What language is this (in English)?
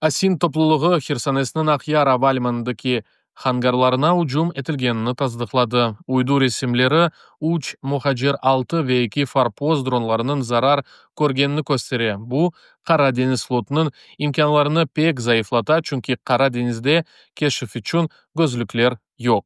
Crimean Tatar